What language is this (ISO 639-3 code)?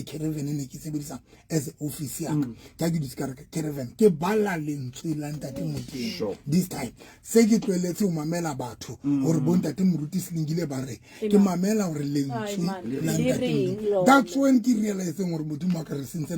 sot